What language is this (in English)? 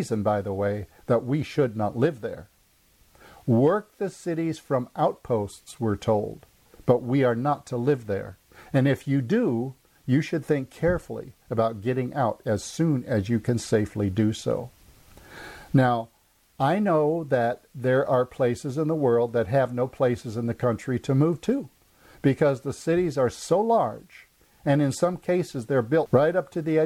English